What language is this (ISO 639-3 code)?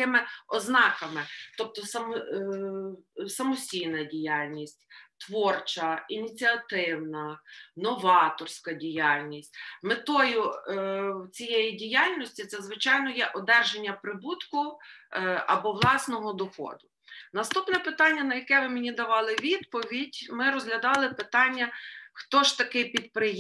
ukr